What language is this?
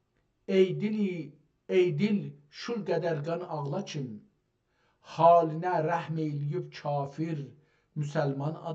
South Azerbaijani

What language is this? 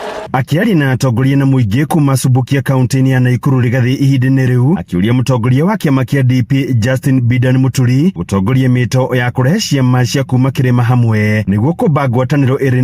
Kikuyu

